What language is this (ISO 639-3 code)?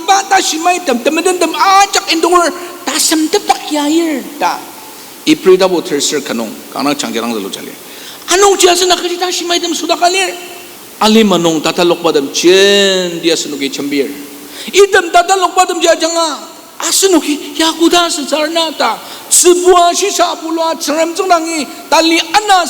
njo